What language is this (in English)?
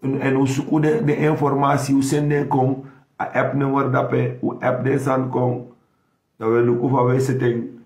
Sranan Tongo